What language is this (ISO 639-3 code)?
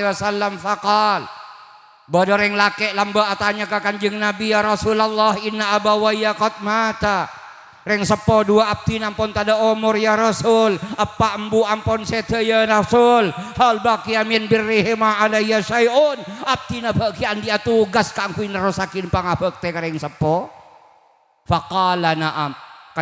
mad